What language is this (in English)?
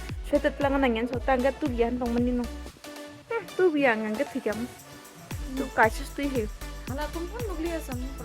Kok Borok